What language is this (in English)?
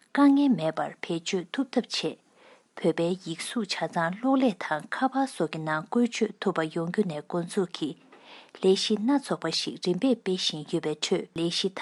Tibetan